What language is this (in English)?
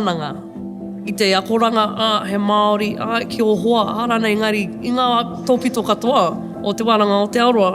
Māori